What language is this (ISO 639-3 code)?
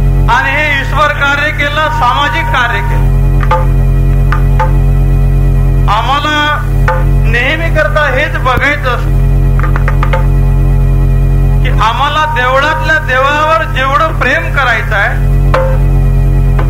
mar